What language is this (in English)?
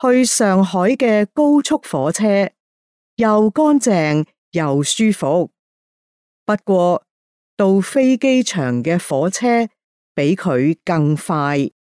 Cantonese